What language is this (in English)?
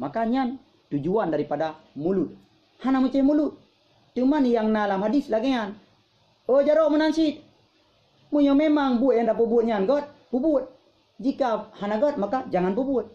Achinese